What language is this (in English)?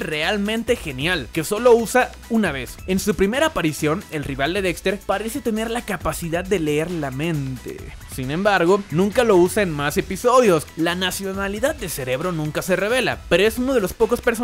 Spanish